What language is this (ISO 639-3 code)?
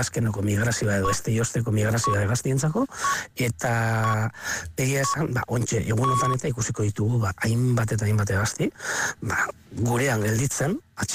eus